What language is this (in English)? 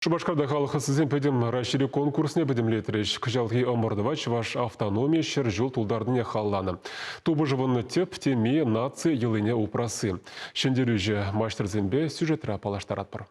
Chuvash